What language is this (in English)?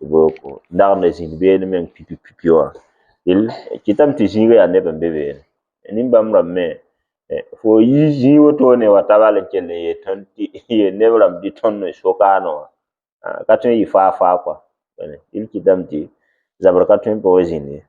Mossi